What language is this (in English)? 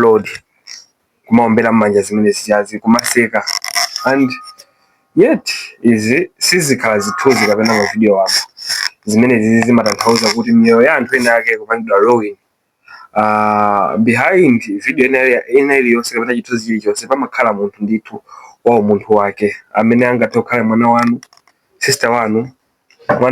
Nyanja